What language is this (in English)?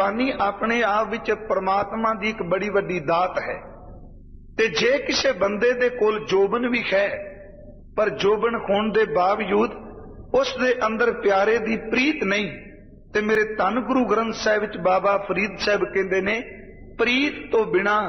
Punjabi